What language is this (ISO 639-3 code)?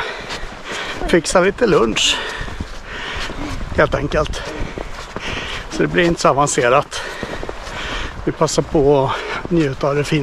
swe